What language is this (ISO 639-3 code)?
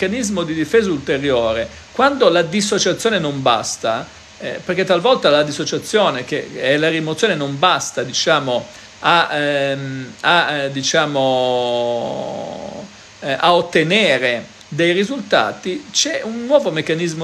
ita